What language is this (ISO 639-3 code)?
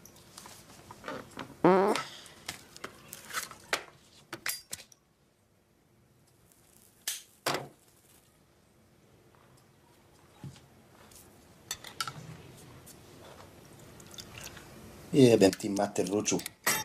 hrv